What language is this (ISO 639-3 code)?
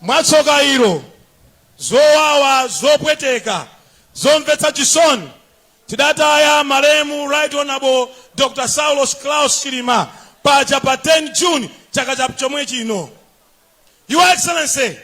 nya